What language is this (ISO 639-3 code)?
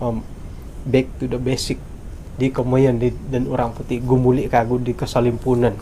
dtp